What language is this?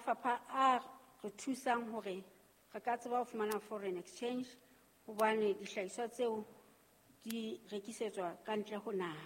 Southern Sotho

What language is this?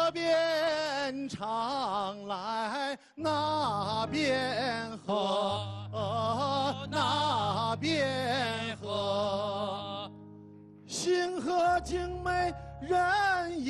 Chinese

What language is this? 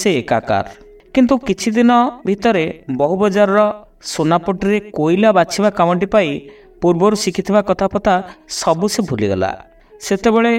Odia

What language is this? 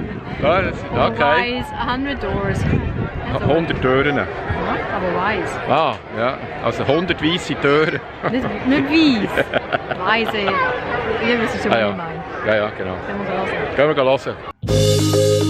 Swiss German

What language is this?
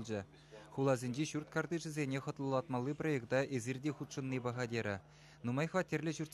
Chuvash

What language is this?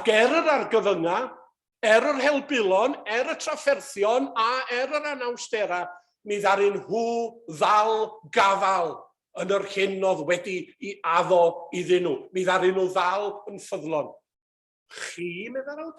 Welsh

